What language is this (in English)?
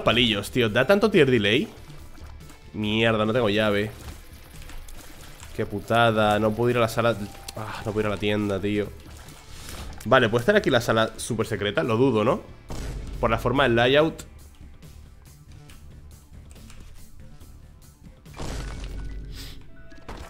Spanish